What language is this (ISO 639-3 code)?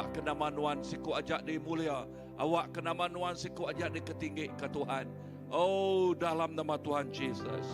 iba